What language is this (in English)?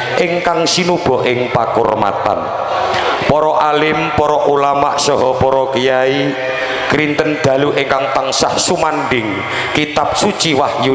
Javanese